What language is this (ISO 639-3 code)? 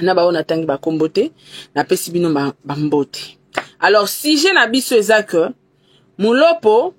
lin